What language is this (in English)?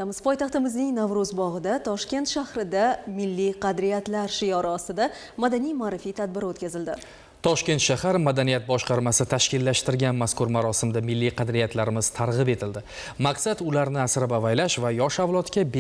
Uzbek